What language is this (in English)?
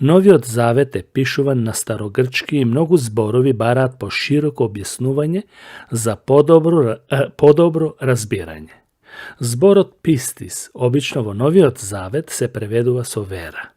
Macedonian